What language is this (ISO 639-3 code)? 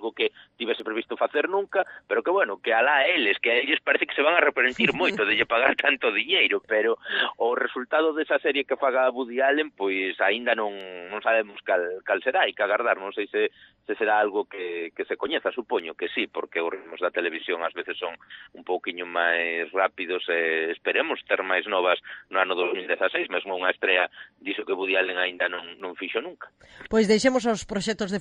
glg